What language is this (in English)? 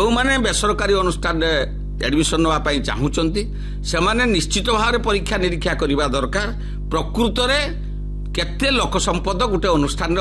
Odia